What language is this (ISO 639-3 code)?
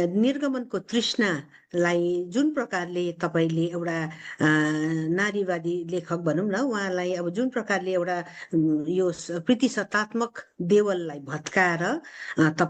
nep